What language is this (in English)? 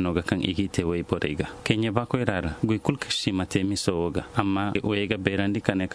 Zarma